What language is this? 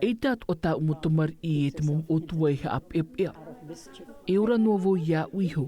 Tahitian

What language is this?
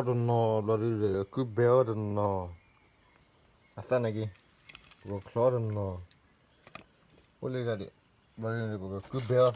S'gaw Karen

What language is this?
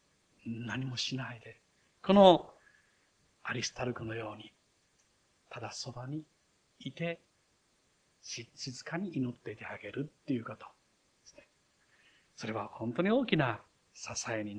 Japanese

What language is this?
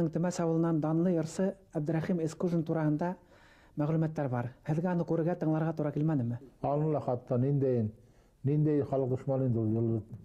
Bashkir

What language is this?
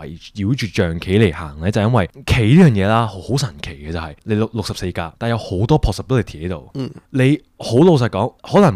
Cantonese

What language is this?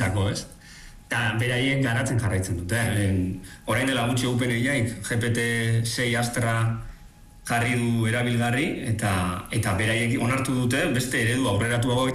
Basque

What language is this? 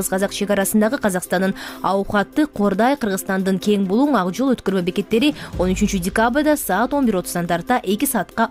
Kyrgyz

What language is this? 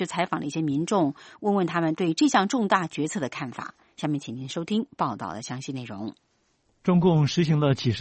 Chinese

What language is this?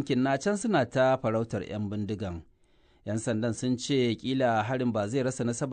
Hausa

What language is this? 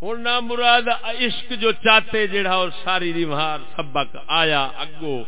Saraiki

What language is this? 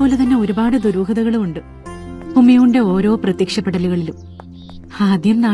Malayalam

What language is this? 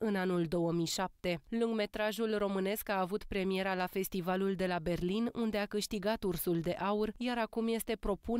Romanian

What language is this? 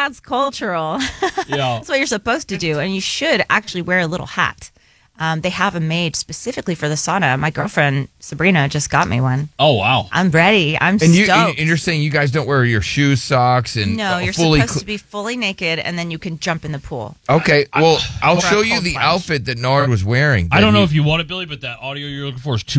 English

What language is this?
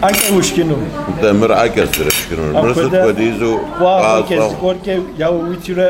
Kabardian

